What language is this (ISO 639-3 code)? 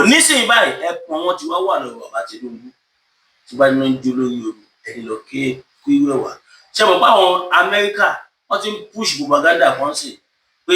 yor